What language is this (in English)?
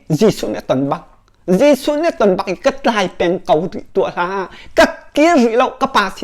Hakha Chin